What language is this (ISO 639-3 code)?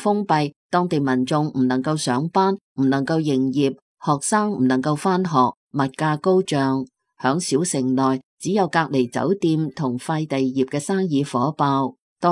yue